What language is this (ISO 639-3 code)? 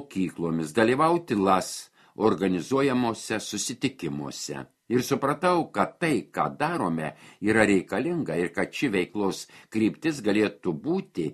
lit